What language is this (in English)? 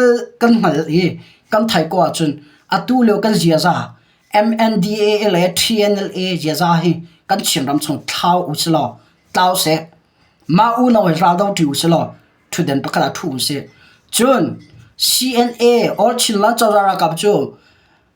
Hakha Chin